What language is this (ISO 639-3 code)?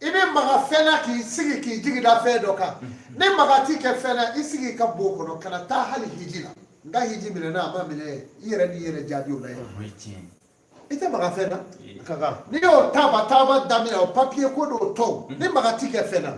bam